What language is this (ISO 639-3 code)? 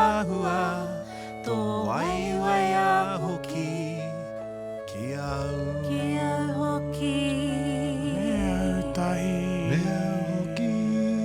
mri